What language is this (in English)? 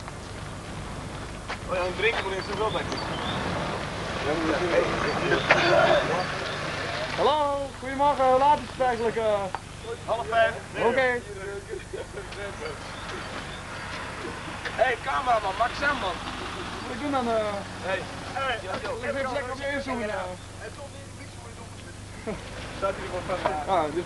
Dutch